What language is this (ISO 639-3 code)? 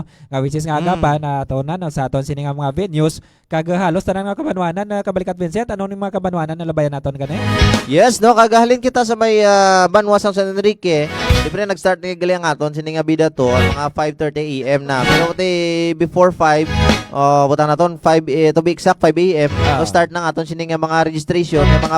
hil